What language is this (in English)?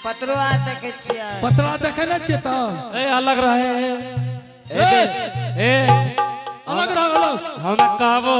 Angika